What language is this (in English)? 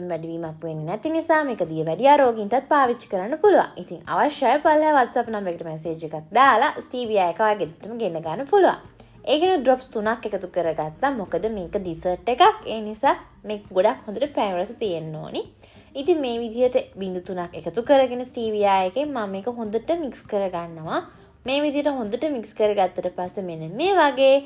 Sinhala